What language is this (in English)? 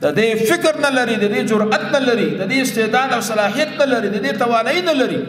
Pashto